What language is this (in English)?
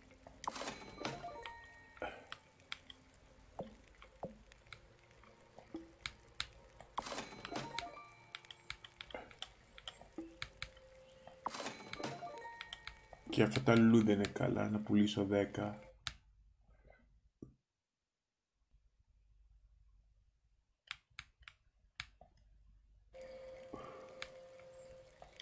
Greek